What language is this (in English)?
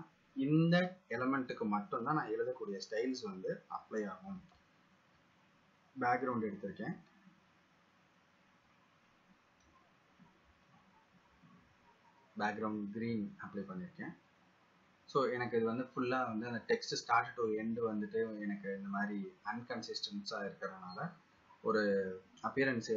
Tamil